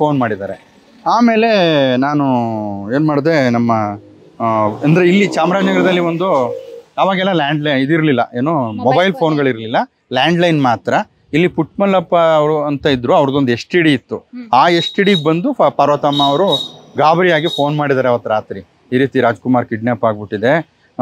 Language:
Kannada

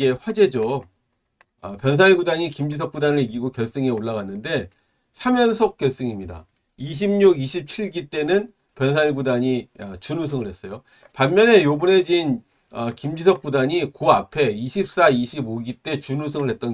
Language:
Korean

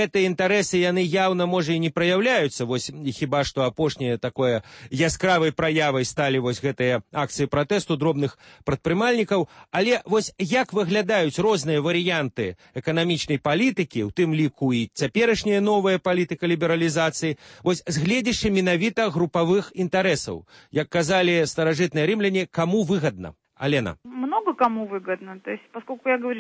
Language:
Belarusian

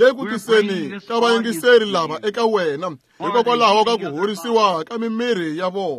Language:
Tsonga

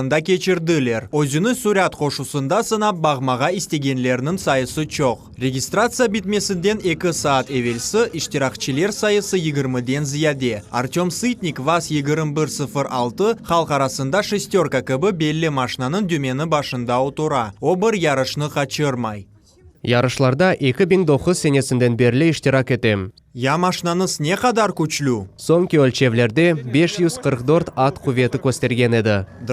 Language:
Crimean Tatar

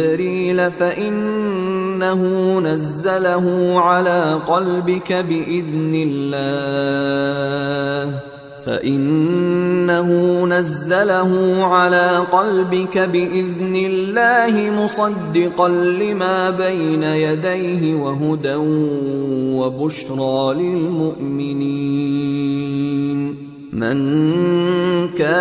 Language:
Arabic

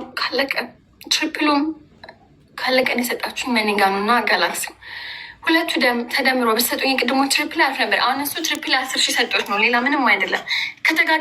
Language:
Amharic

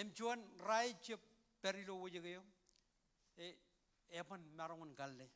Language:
Marshallese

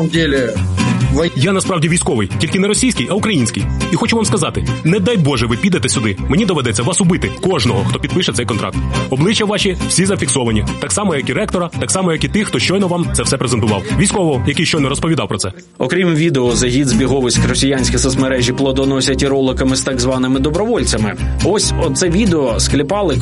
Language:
Ukrainian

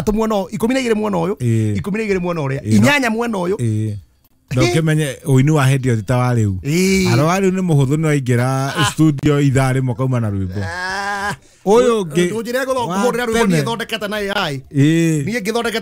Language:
Kikuyu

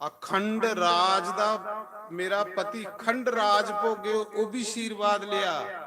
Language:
Dogri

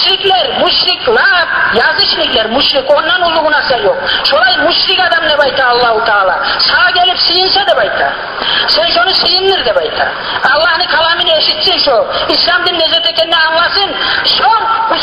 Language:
Kumyk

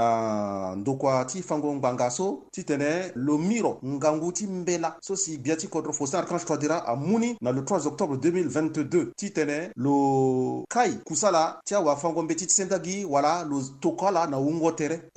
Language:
Sango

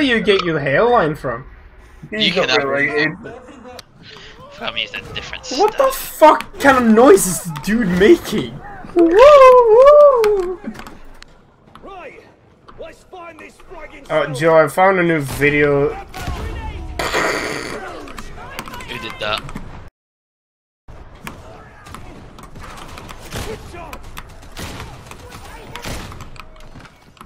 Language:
English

